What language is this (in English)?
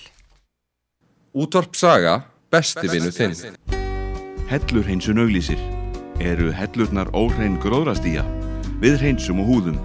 Icelandic